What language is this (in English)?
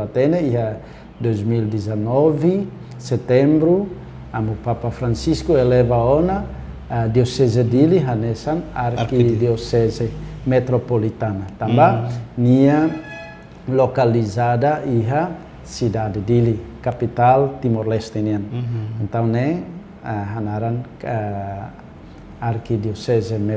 Tetum